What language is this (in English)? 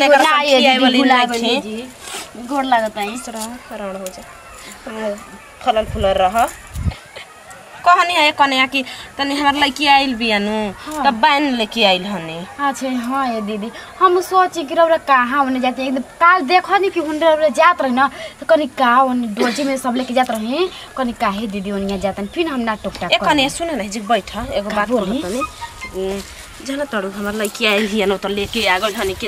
Bhojpuri